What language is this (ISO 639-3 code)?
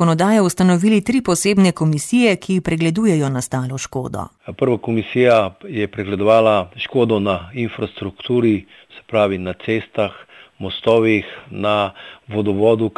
slv